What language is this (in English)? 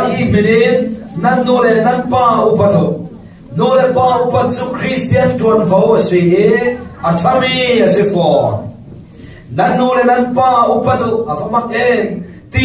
Falam Chin